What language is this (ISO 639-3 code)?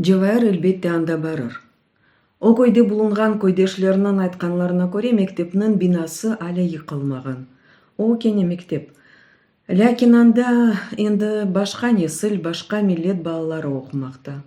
crh